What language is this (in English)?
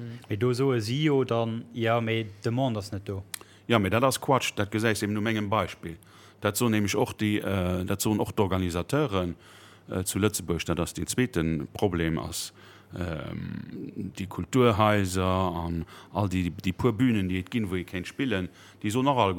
Luxembourgish